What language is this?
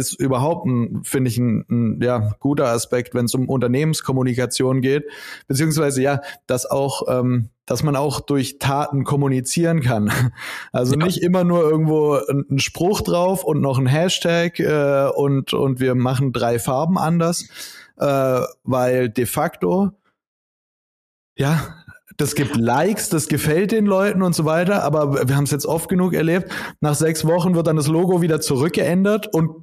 German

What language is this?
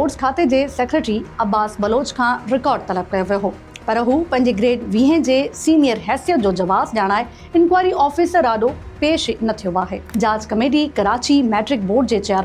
Sindhi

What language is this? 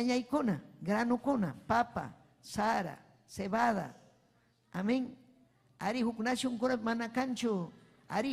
Ayacucho Quechua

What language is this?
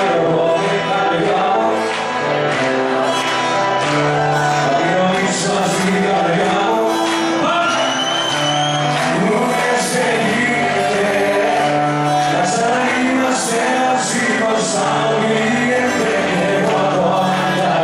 Greek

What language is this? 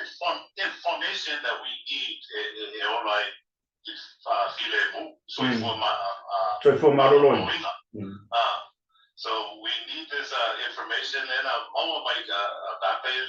Samoan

